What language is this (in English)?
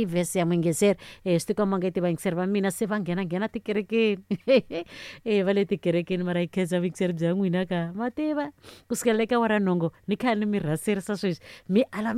Tsonga